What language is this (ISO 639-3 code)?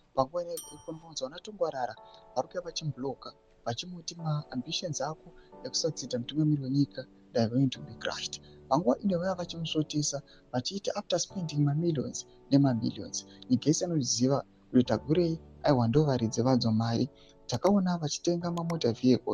sna